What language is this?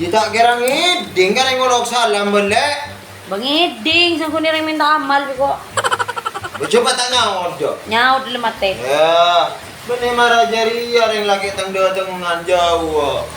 Madurese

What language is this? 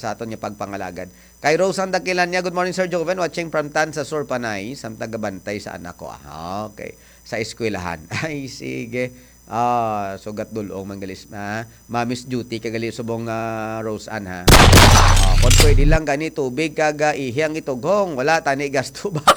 Hiligaynon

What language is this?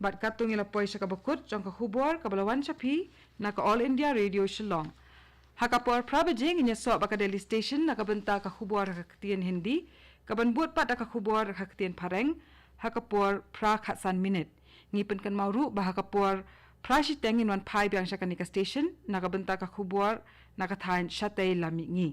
Khasi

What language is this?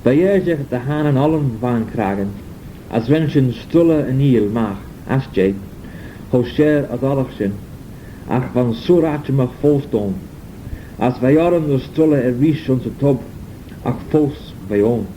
Manx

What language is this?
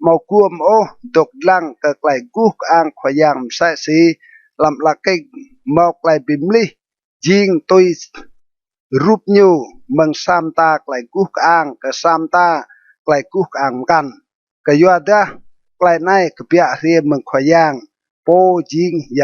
Rade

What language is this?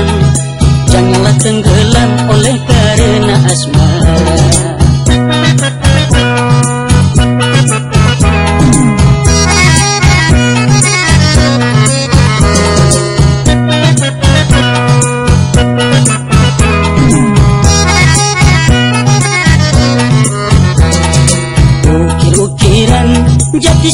Malay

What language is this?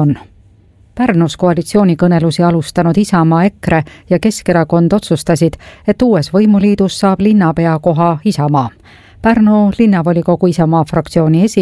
Estonian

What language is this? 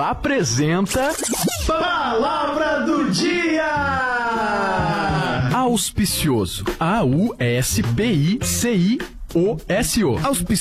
Portuguese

